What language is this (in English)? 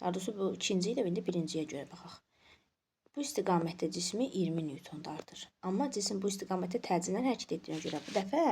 Azerbaijani